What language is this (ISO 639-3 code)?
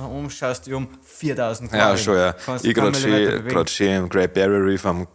bar